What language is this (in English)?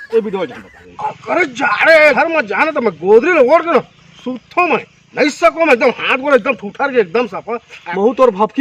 Chhattisgarhi